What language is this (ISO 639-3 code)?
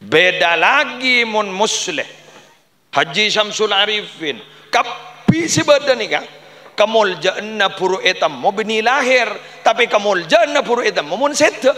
mad